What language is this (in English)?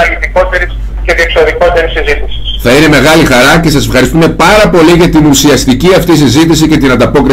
Greek